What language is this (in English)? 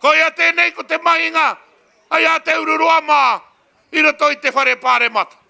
Māori